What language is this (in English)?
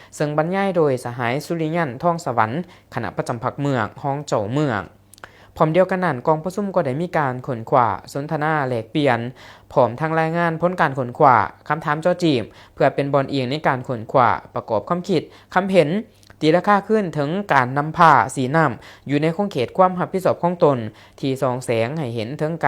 Lao